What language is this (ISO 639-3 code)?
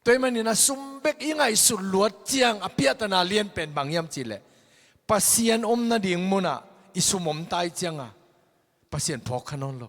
ctd